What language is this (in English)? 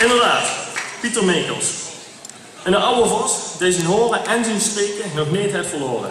Limburgish